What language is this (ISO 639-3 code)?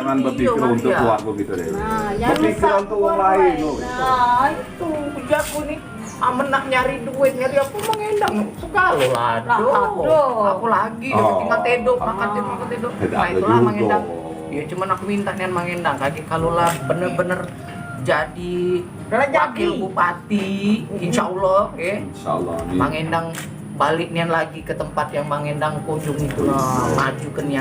mui